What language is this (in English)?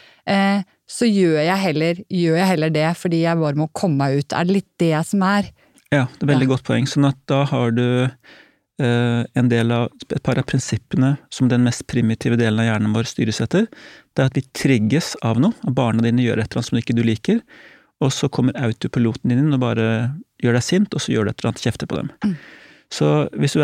Norwegian